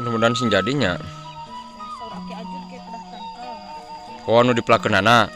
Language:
Sundanese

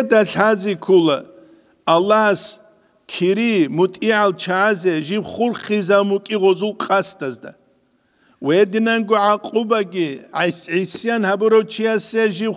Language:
Avaric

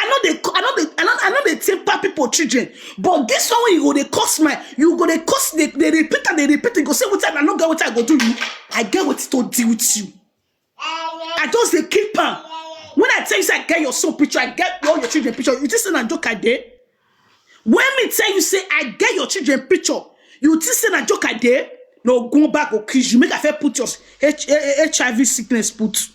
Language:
Nigerian Pidgin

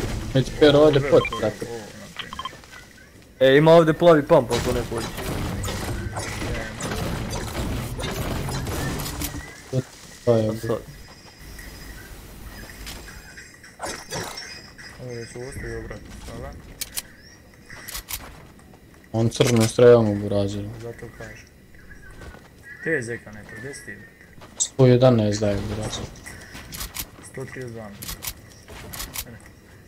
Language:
Croatian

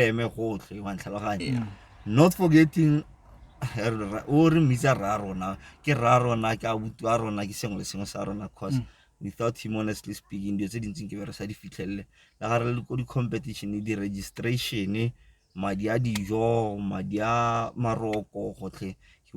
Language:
Tswana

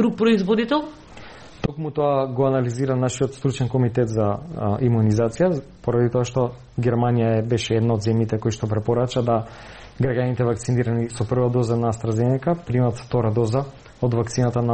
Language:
Macedonian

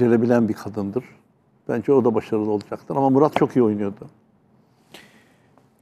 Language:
Turkish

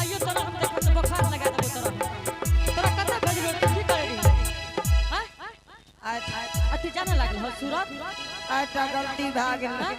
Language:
Angika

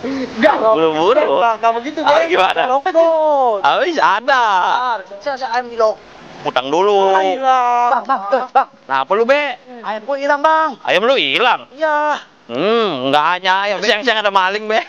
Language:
Betawi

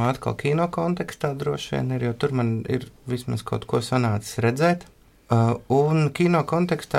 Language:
Latvian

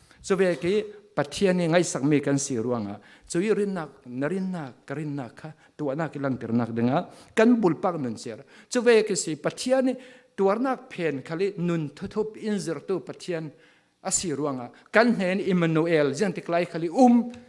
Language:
Falam Chin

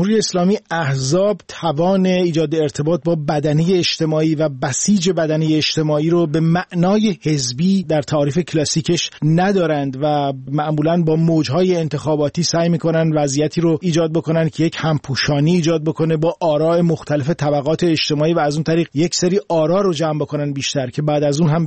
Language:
Persian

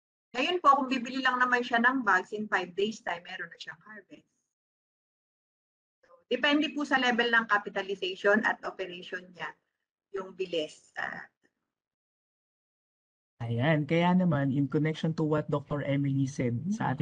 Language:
Filipino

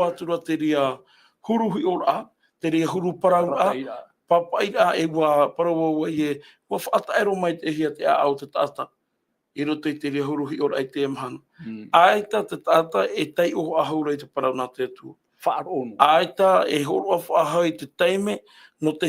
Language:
Tahitian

